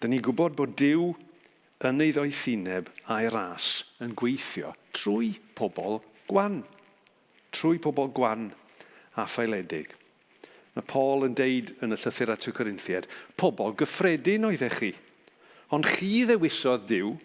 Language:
Welsh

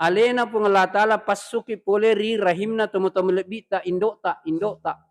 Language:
Buginese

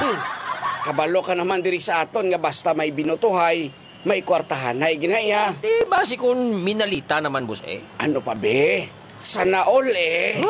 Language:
Hiligaynon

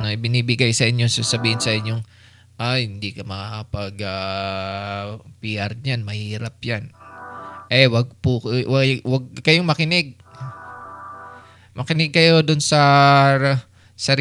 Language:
Filipino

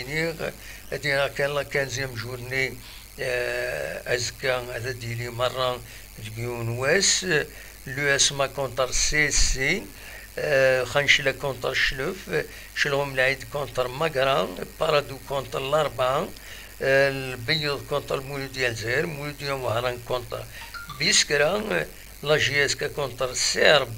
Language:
Kabyle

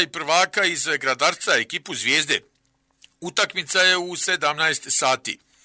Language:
Croatian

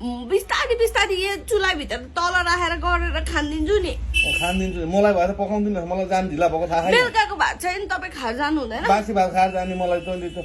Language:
Nepali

